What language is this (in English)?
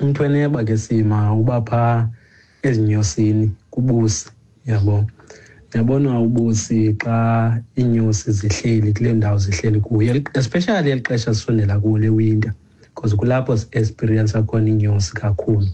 Xhosa